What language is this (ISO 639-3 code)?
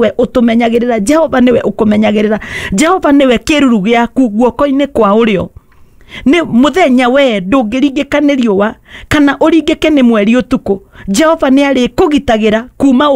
kik